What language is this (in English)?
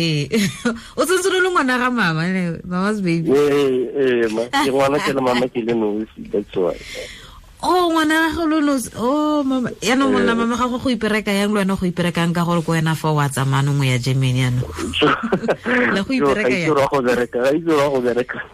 Tswana